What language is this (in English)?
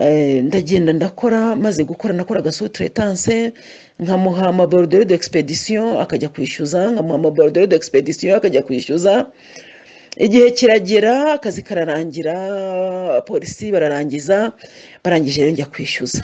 Kinyarwanda